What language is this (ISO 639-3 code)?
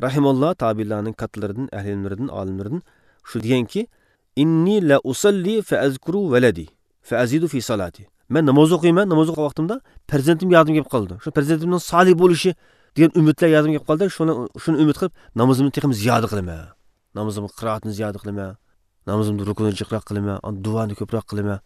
uig